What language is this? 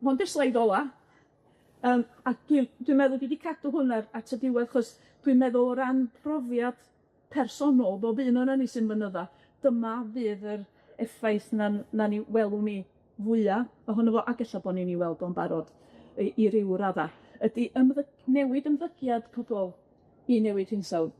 Welsh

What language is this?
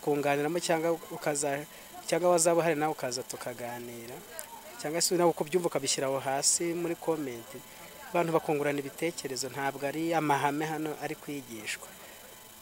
Kinyarwanda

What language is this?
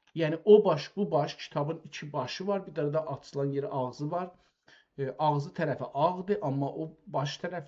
South Azerbaijani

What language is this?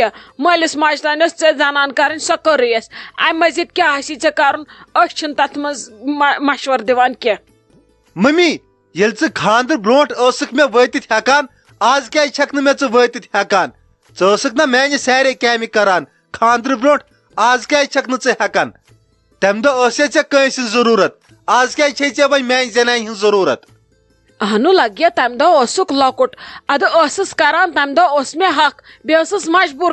Kashmiri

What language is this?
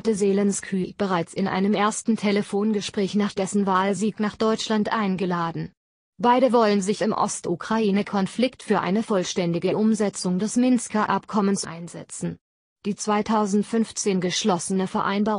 German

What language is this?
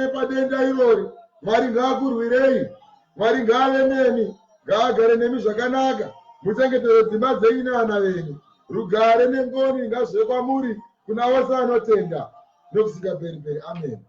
Shona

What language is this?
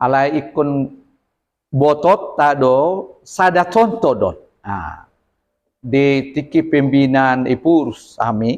Batak Toba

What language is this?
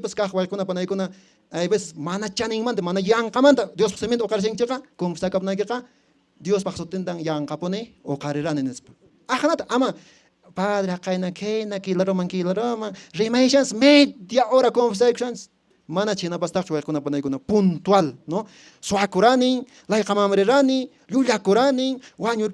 Quechua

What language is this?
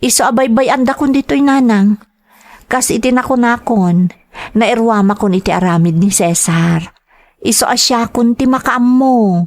Iloko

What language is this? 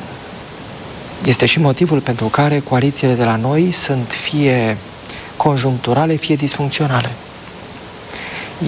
Romanian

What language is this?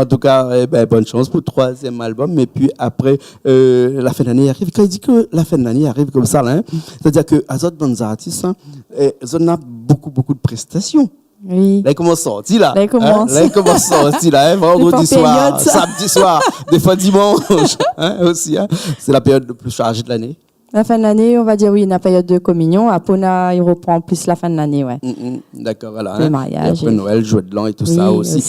Réunion Creole French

